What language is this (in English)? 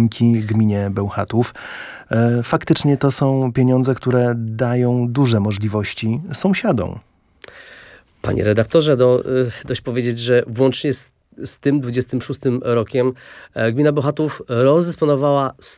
Polish